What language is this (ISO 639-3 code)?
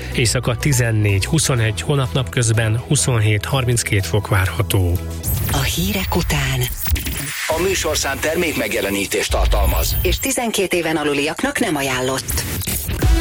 hun